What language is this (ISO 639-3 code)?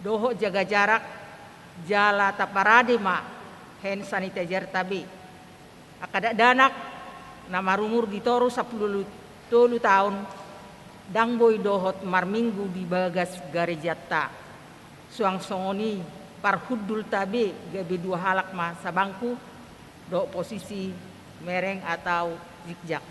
bbc